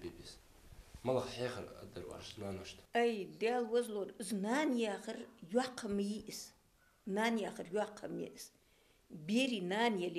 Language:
Ingush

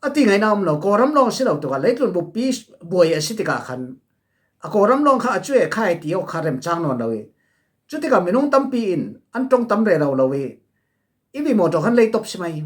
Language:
Falam Chin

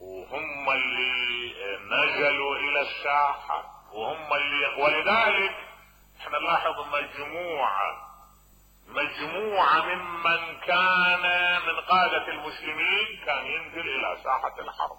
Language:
Mesopotamian Arabic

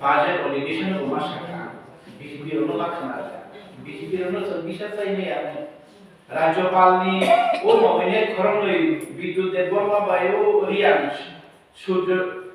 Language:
Kok Borok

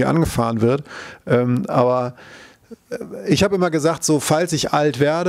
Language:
German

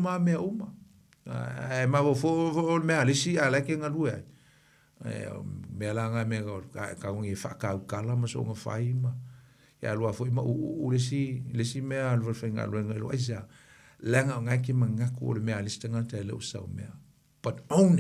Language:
Samoan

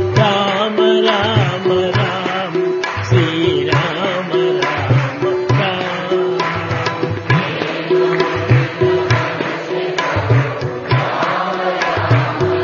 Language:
Telugu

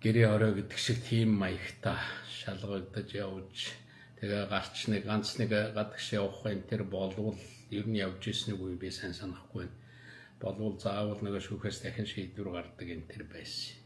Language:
Mongolian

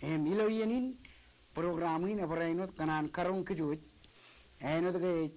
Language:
Marshallese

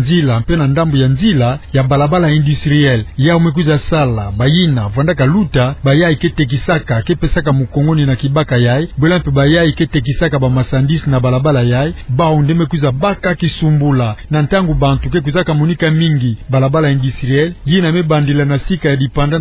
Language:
Kituba (Democratic Republic of Congo)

